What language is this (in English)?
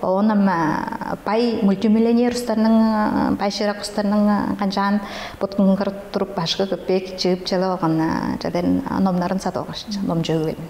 Tuvinian